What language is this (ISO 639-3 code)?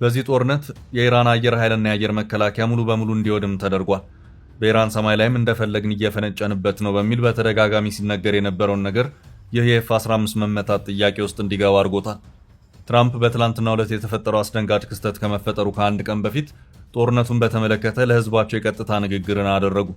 amh